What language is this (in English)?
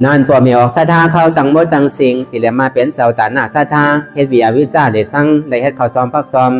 Shan